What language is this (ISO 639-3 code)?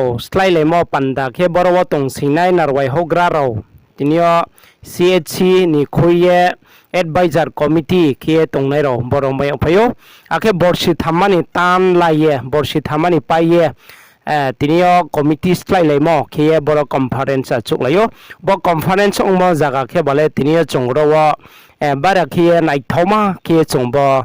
ria